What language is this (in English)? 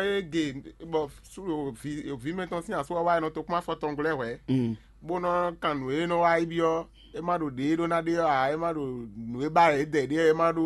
Fon